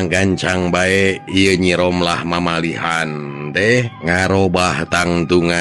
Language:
Sundanese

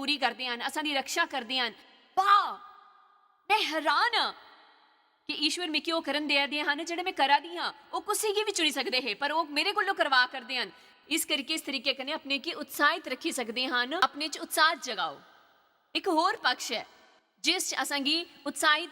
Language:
Dogri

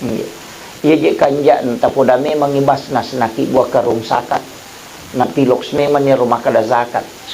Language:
Buginese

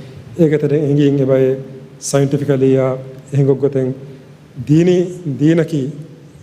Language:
Divehi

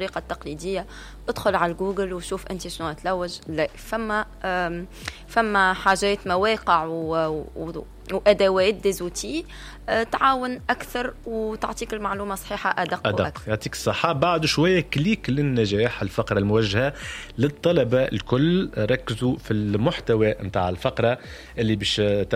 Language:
Tunisian Arabic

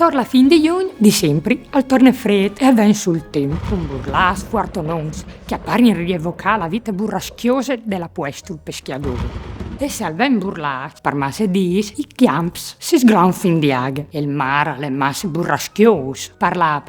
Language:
Friulian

